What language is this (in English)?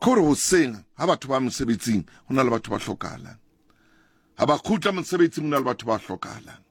Southern Sotho